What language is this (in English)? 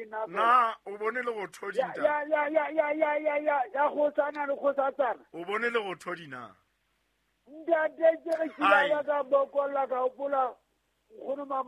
Southern Sotho